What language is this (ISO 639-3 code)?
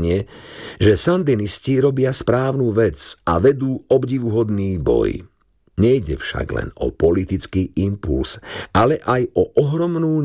slk